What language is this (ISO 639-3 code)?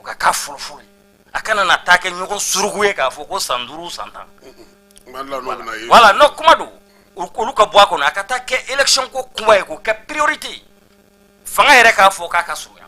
bam